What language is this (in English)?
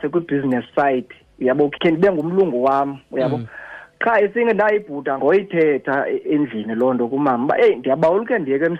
Xhosa